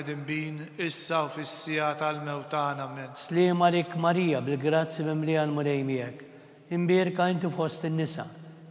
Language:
Maltese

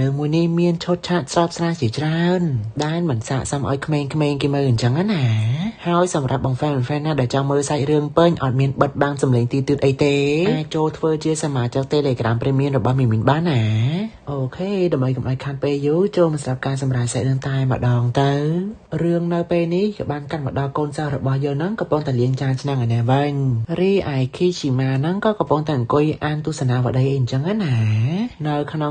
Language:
Khmer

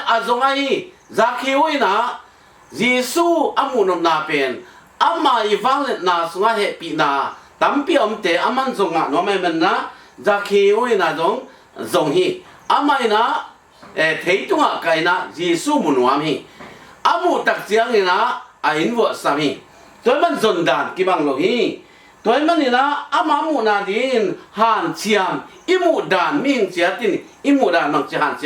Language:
Tedim Chin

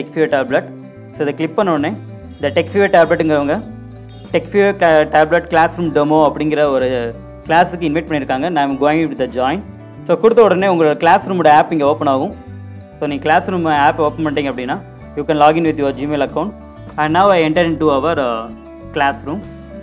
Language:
Tamil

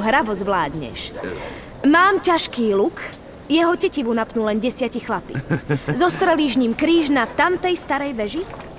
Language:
Slovak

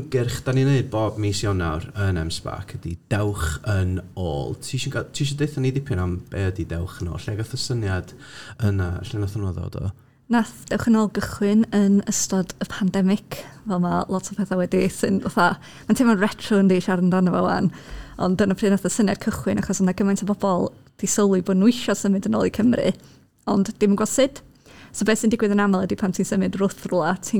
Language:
Welsh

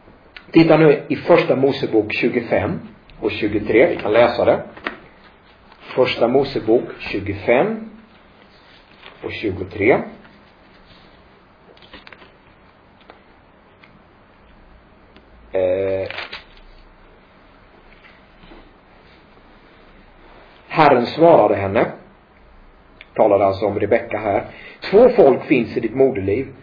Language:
Swedish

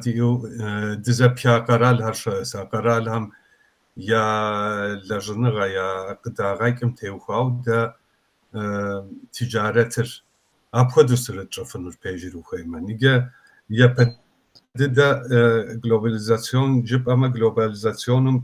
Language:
Kabardian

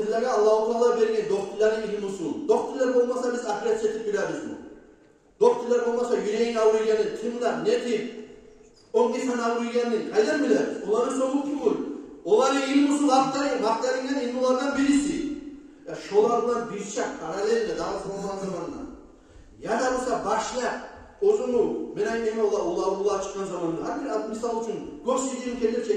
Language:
Kumyk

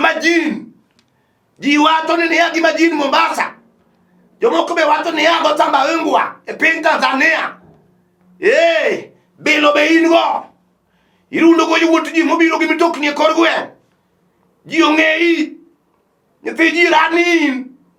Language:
Luo (Kenya and Tanzania)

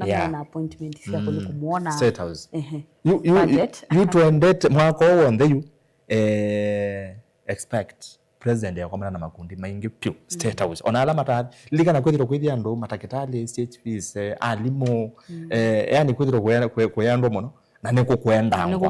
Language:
Kamba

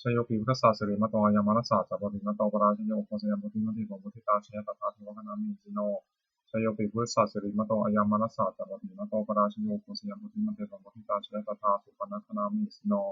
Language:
Pali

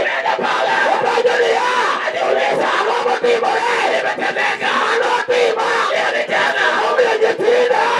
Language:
Luo (Kenya and Tanzania)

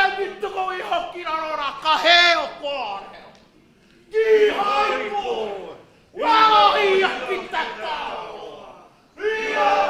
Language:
Māori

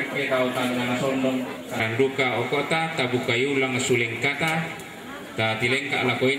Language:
Toraja-Sa'dan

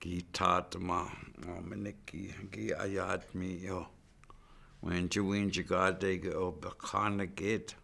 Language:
Chippewa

